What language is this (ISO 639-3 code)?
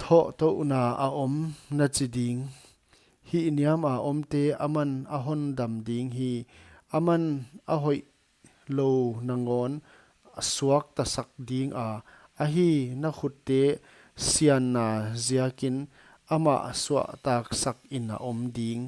pck